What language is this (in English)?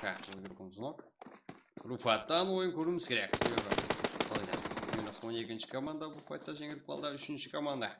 Kara-Kalpak